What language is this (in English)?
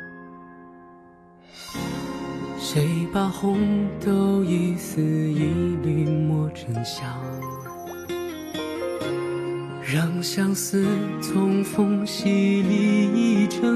Chinese